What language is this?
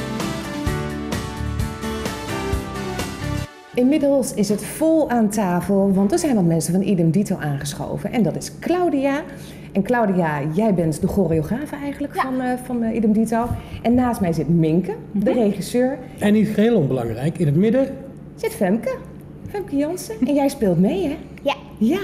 Dutch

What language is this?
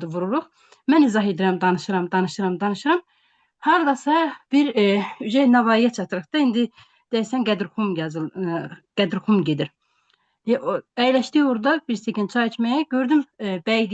Azerbaijani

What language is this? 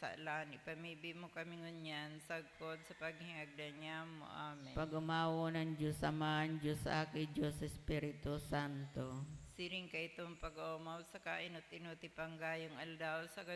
Bikol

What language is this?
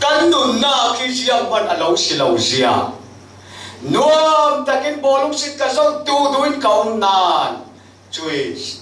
Falam Chin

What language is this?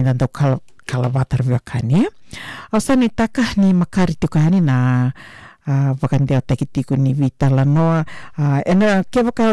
Fijian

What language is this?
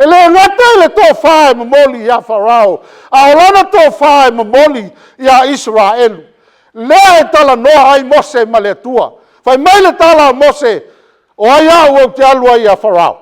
Samoan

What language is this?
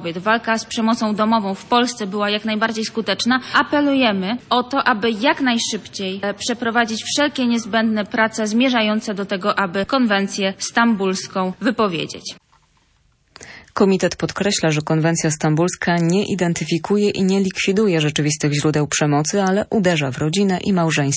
Polish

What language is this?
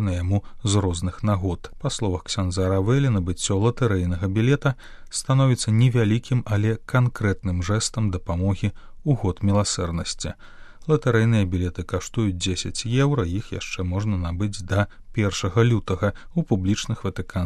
Belarusian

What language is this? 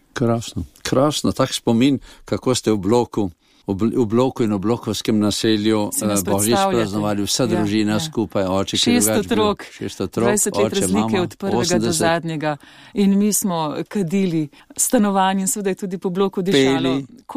Slovenian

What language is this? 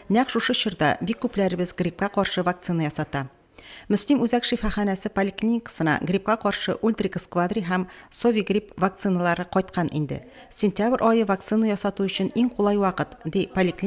Tatar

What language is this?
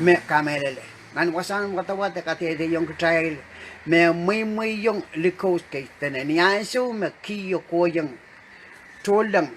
Pohnpeian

